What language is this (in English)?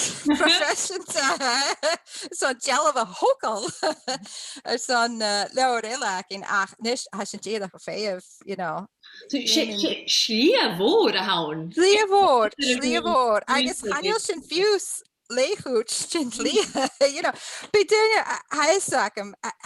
Scottish Gaelic